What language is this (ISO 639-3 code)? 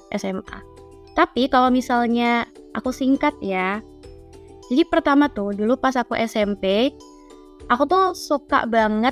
ind